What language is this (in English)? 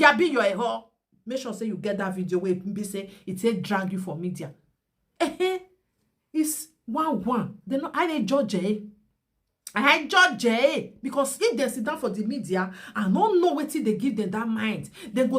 Nigerian Pidgin